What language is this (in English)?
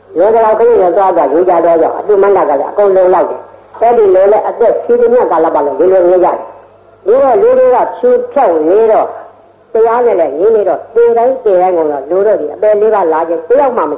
Burmese